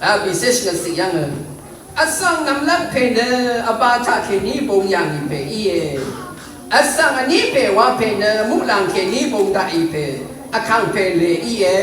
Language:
Rawang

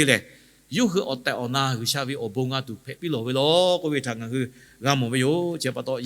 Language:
Lahu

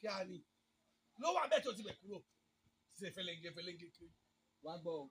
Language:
Yoruba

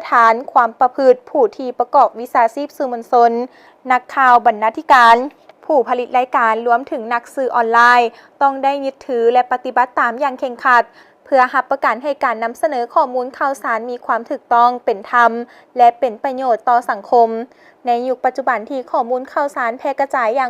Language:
Lao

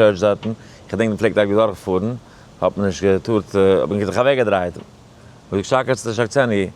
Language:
Yiddish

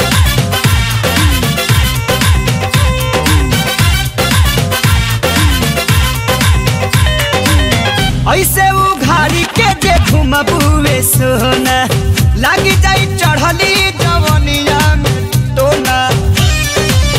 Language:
Bhojpuri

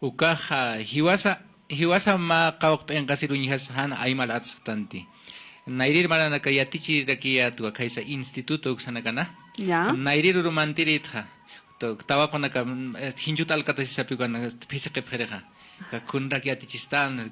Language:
Aymara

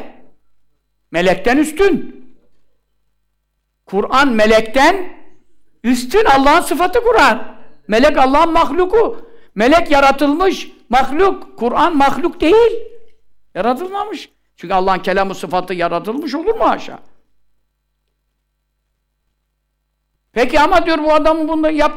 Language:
Turkish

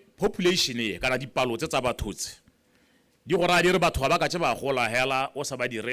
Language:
Tswana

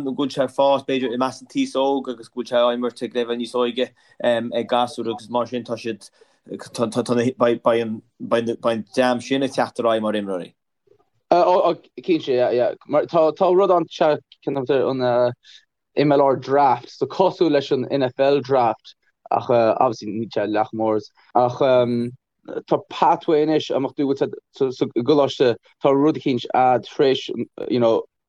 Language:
Irish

